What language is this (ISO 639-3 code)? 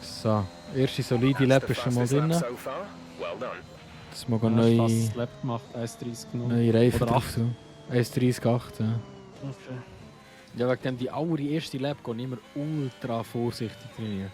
gsw